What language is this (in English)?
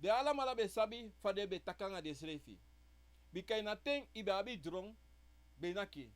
Sranan Tongo